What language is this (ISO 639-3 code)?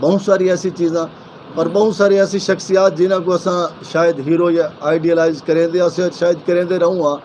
skr